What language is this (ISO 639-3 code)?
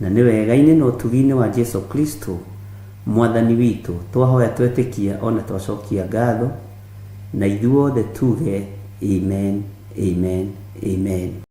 kik